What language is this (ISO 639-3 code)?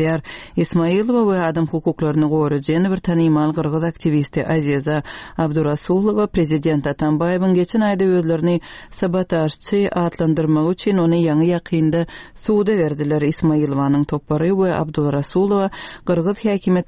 tuk